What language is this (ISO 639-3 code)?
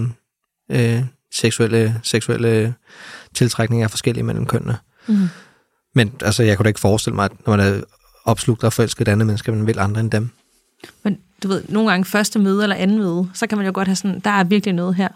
dan